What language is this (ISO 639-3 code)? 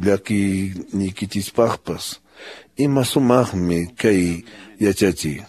que